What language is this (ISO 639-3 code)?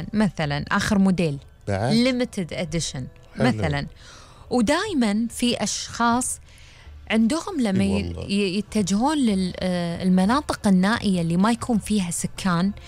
afb